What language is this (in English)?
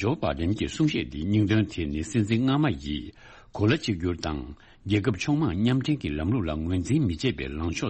Tibetan